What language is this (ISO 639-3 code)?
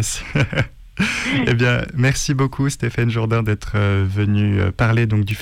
fra